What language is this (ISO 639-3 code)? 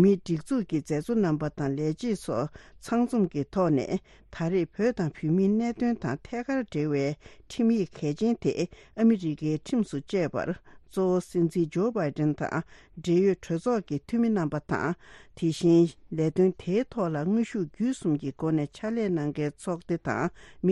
bod